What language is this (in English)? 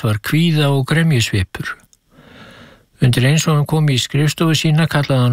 Icelandic